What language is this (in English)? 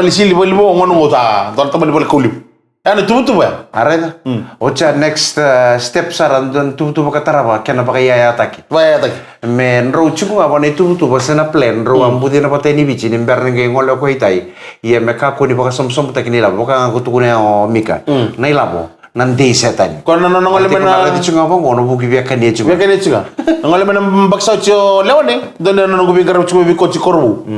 Fijian